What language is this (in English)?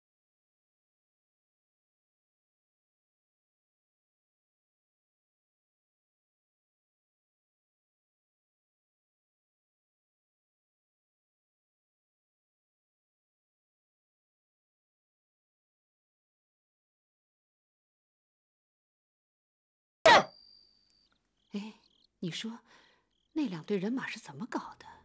Chinese